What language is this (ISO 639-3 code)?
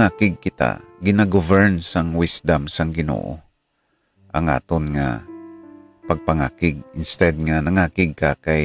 hil